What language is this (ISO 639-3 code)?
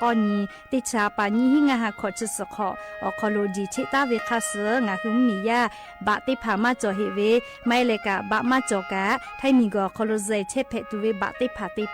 lhu